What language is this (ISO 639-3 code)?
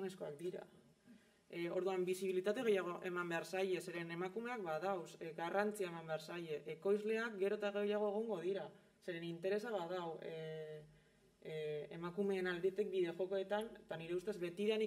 eus